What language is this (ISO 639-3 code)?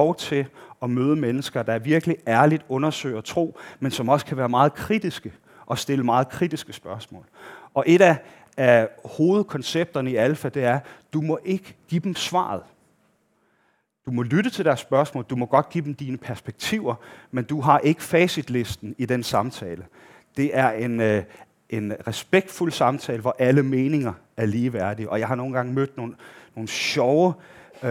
dan